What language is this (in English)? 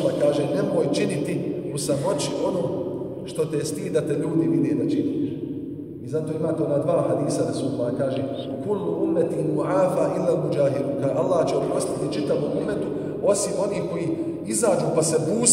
Bosnian